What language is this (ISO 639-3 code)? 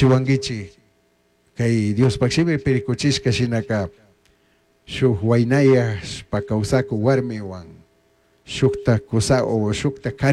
qug